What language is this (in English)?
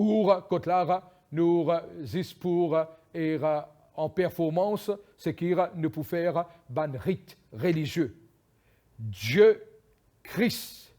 Morisyen